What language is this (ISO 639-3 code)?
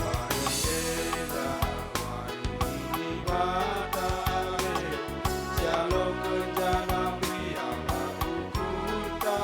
btx